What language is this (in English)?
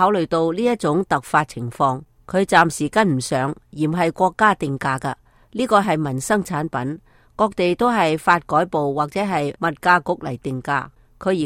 Cantonese